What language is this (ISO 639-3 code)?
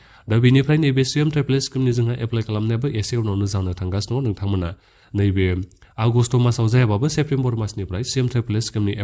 brx